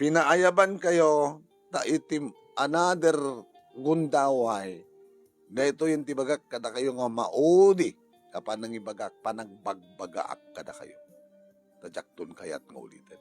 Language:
Iloko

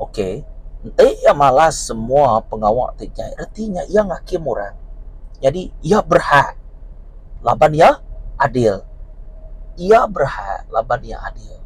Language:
Iban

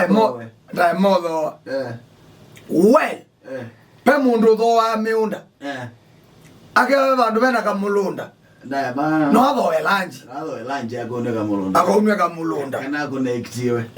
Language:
Kamba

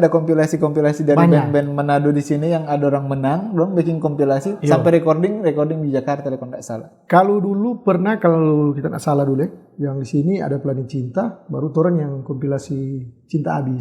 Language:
Manado Malay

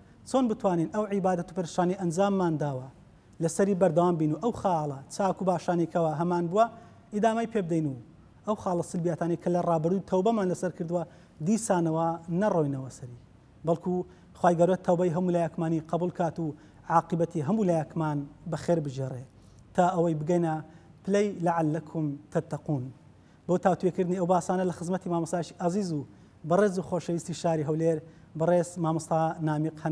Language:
Central Kurdish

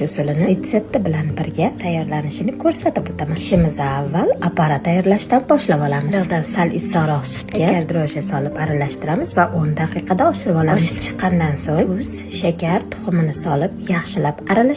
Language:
Uzbek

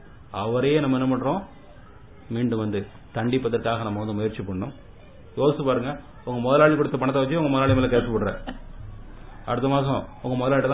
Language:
Tamil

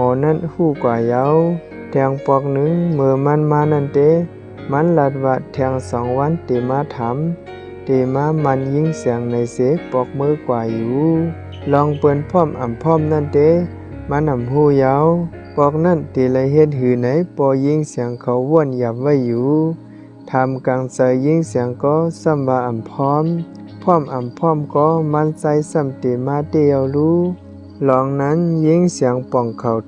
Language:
Shan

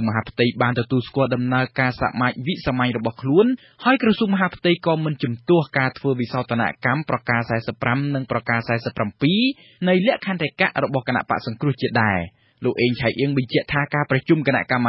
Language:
Khmer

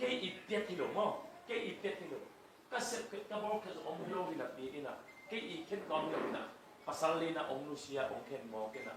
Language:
Tedim Chin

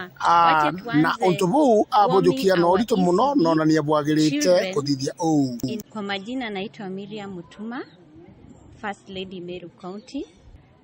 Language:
Meru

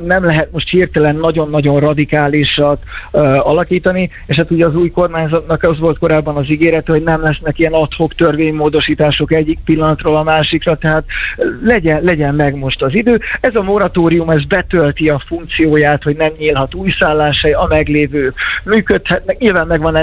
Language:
Hungarian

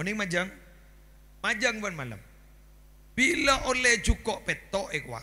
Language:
Madurese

